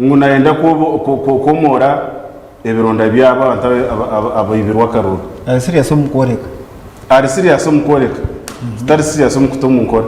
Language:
Nyankole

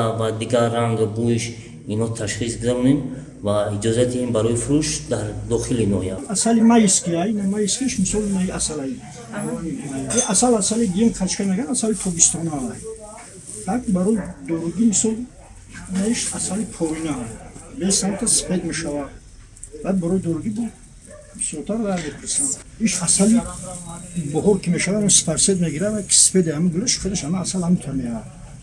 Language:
Tajik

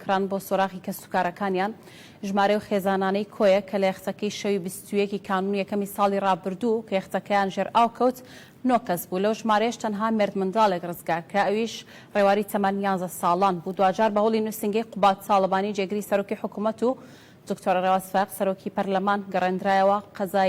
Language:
Central Kurdish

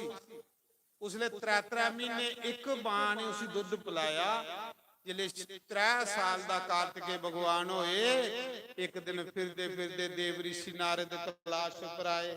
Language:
Dogri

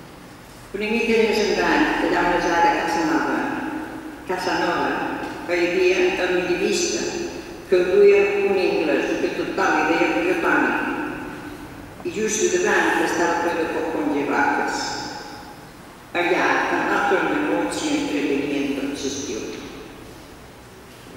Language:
Catalan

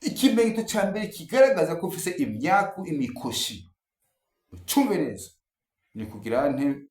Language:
Rundi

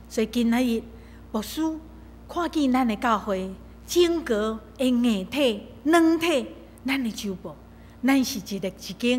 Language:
Min Nan Chinese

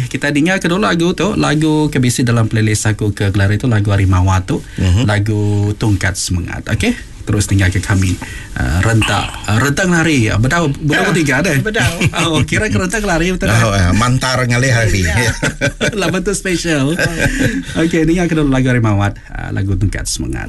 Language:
Iban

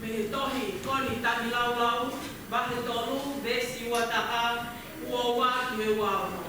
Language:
Tongan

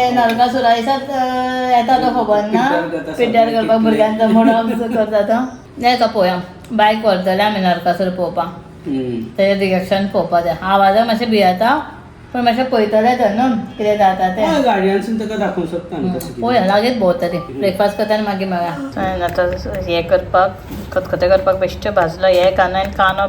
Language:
Konkani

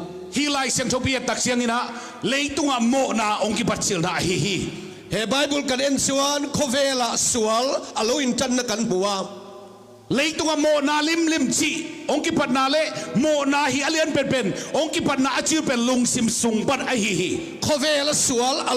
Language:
Tedim Chin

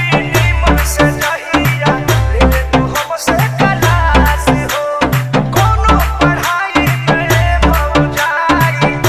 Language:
Bhojpuri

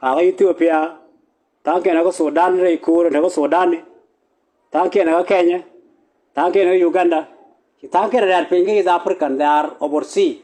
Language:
Nuer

